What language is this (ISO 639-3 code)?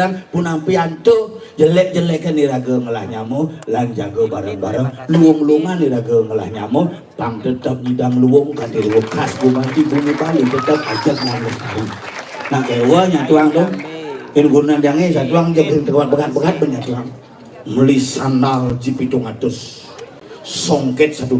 ban